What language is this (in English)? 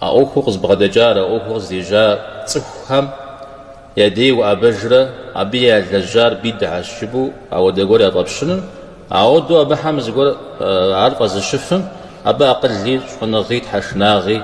Kabardian